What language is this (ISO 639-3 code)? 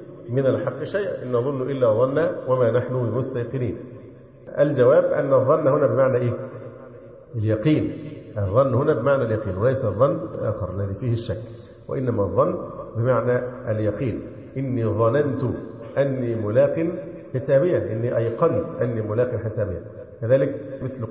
ara